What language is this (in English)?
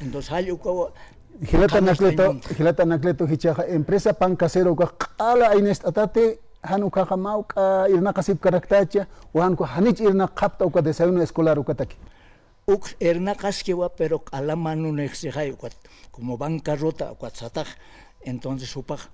Aymara